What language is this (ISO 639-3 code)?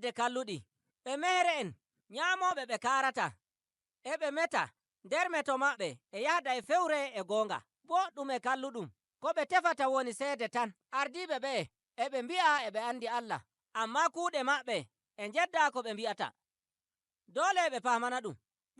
fuv